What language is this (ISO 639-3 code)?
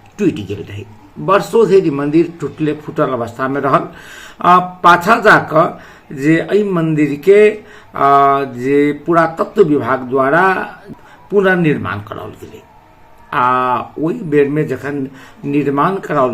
mai